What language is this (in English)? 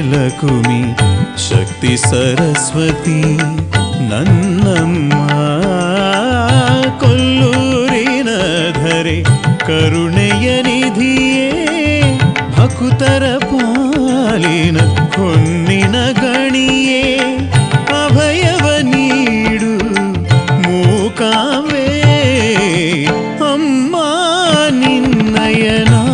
Kannada